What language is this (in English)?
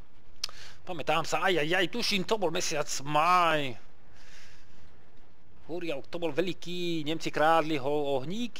Slovak